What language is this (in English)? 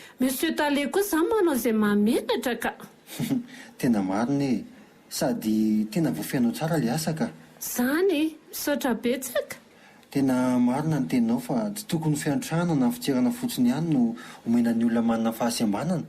Malagasy